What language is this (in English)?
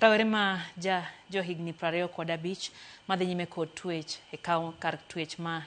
Luo (Kenya and Tanzania)